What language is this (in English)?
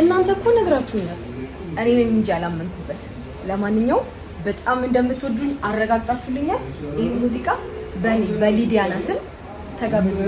Amharic